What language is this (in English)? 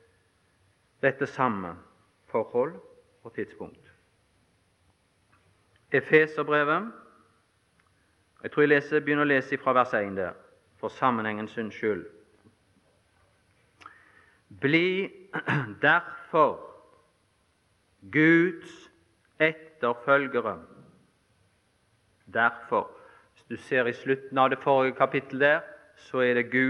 Norwegian